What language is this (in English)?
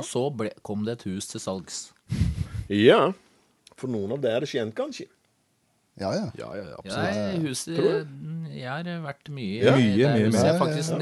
Norwegian